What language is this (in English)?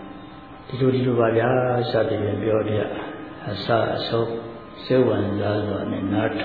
Burmese